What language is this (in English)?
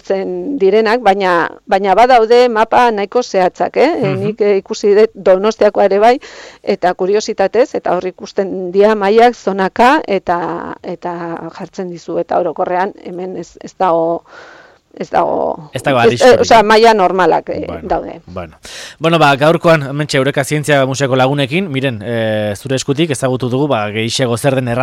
Basque